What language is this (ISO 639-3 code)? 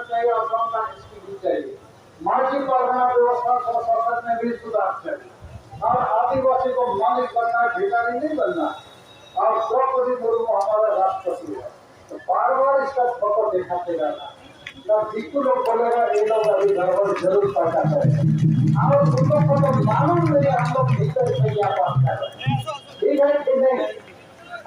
sat